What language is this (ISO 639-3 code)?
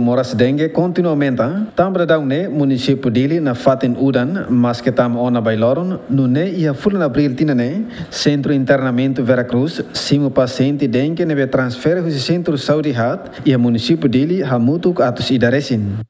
tet